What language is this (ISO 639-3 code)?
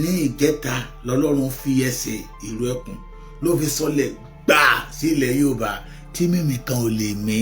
yor